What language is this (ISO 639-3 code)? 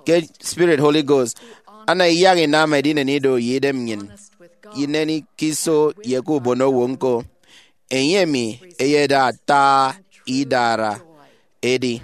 efi